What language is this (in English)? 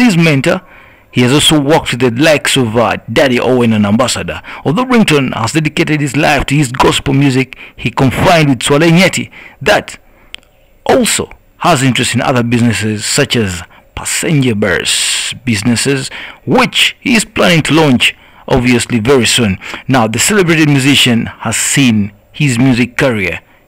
English